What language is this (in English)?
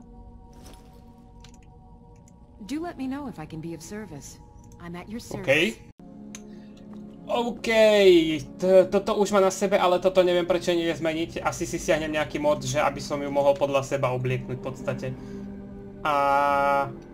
Slovak